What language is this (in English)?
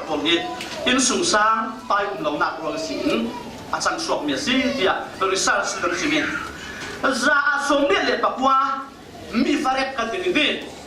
Falam Chin